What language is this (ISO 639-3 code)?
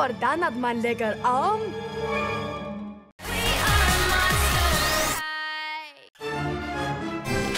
dan